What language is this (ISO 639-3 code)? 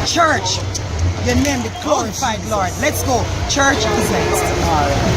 jam